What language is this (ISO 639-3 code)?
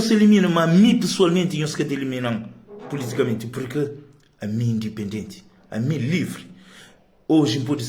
kea